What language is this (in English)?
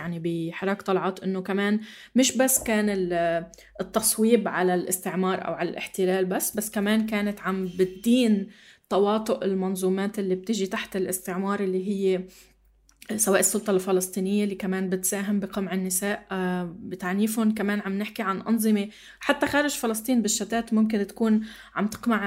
North Levantine Arabic